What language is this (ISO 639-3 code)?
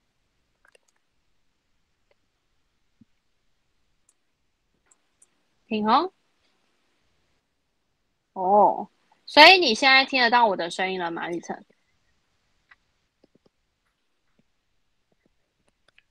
zho